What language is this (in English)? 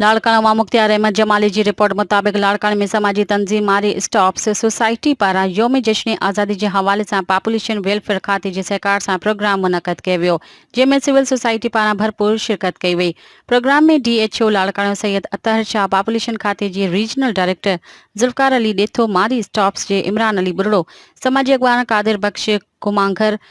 Sindhi